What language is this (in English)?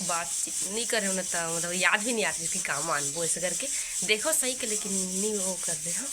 Chhattisgarhi